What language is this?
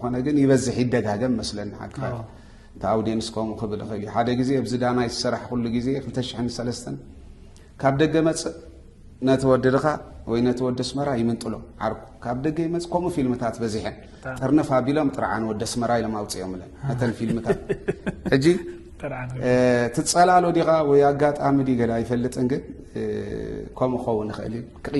Tigrinya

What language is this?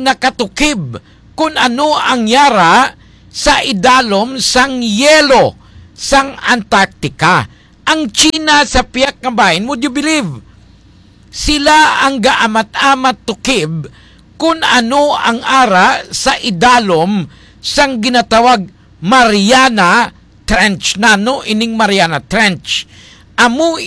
Hiligaynon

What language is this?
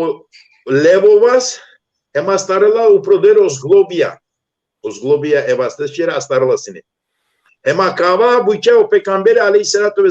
Balkan Romani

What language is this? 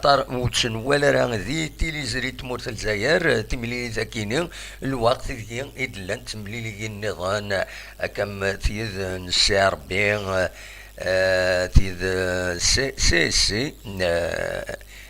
Kabyle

